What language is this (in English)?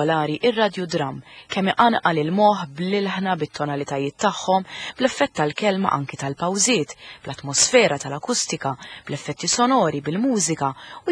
Maltese